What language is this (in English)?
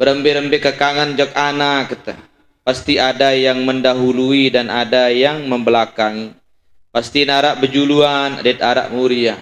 Sasak